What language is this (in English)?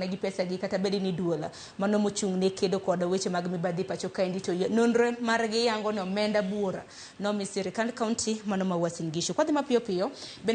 Luo (Kenya and Tanzania)